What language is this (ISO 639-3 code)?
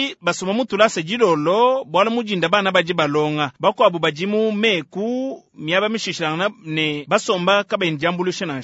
lua